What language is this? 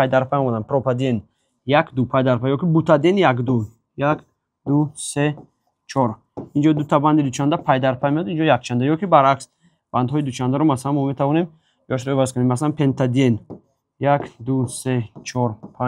Tajik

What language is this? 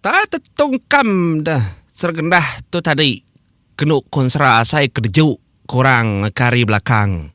Iban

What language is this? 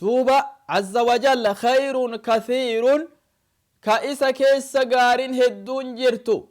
Oromo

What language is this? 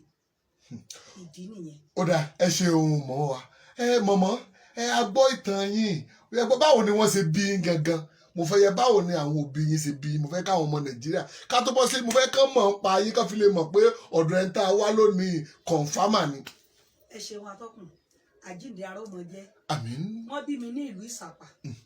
Yoruba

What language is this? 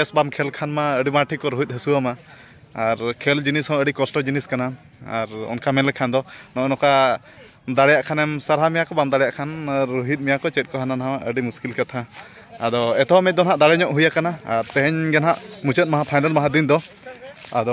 Santali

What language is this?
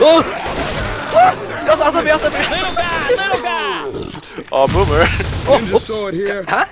Faroese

